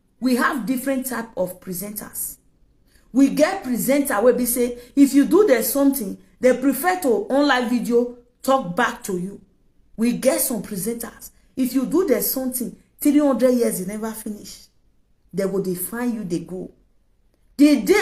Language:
Nigerian Pidgin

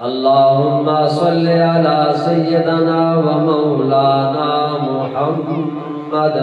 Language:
Eastern Balochi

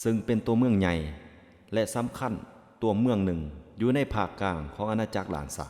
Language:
Lao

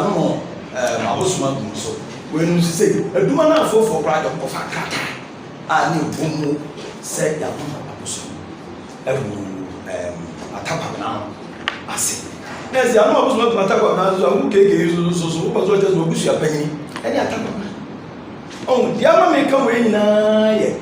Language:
Akan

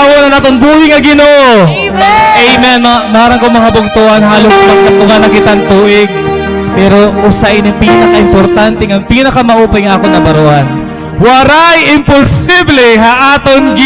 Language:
Waray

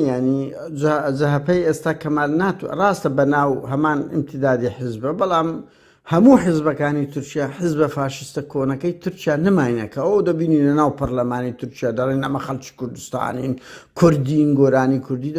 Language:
Central Kurdish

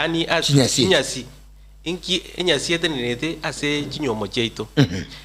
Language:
Gusii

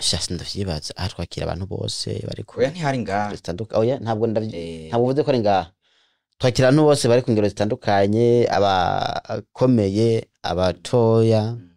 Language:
Rundi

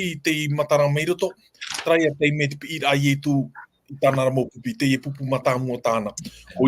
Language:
Tahitian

